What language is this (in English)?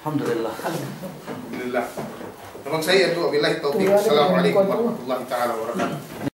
Yakan